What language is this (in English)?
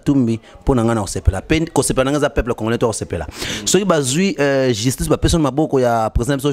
Lingala